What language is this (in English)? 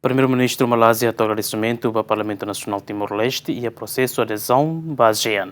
Tetum